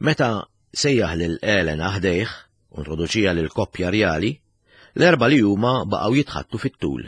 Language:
Maltese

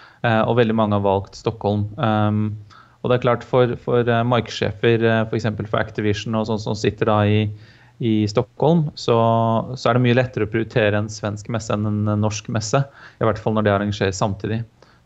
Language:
Norwegian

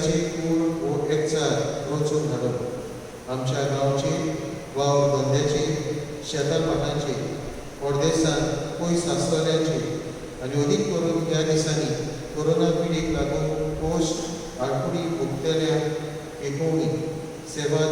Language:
Konkani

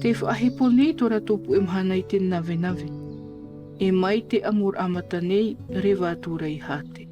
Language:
Tahitian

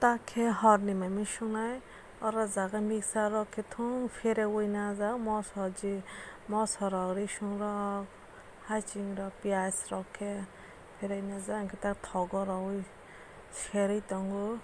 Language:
Kok Borok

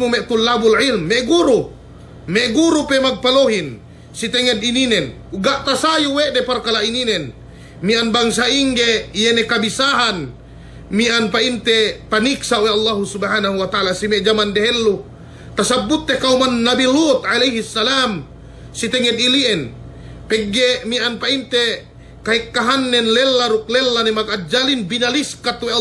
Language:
Yakan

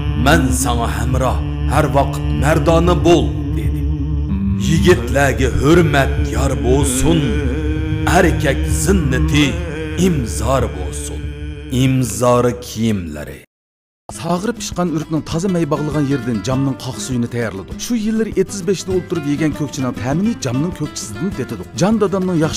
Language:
Uyghur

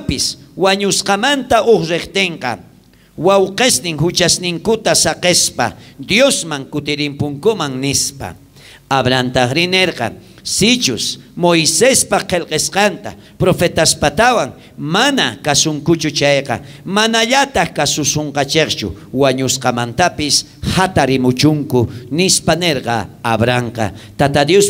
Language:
South Bolivian Quechua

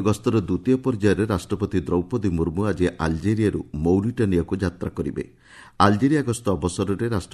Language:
Odia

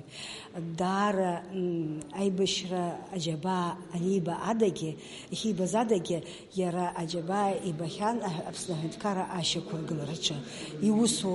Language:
Abkhazian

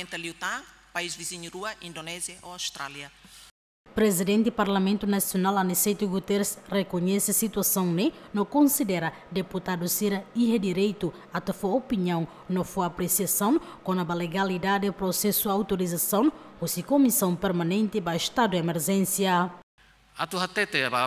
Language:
Tetum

